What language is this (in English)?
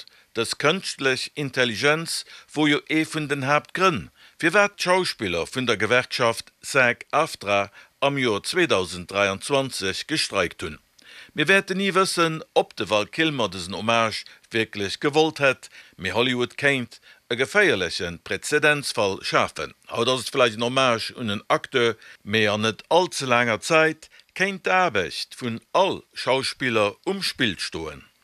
Luxembourgish